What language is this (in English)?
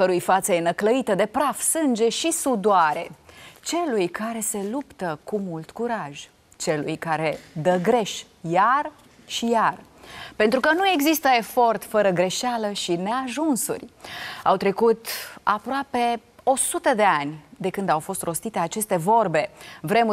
Romanian